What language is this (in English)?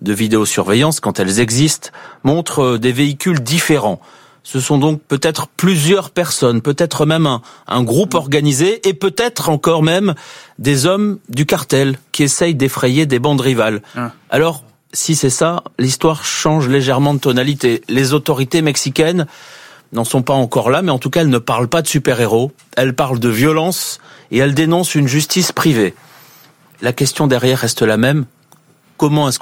French